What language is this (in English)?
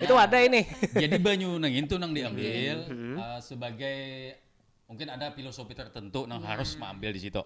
Banjar